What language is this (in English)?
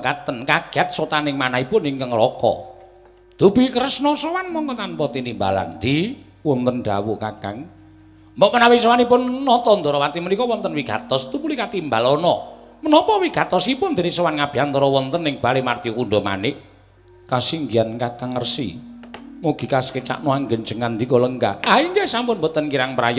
Javanese